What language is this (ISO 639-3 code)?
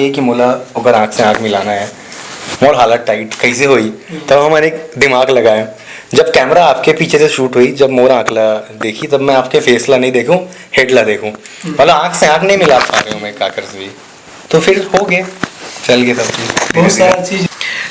hne